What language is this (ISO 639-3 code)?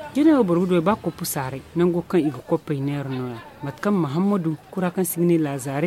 dje